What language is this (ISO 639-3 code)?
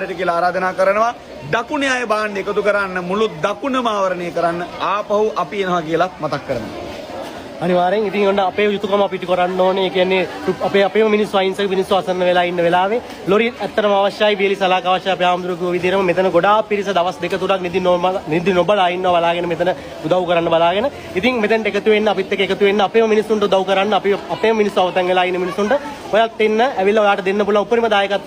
sin